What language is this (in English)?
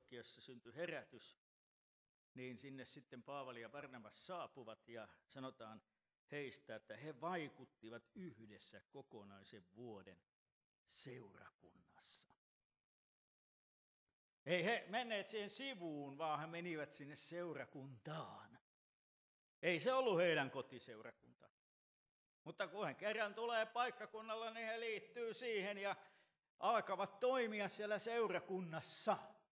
Finnish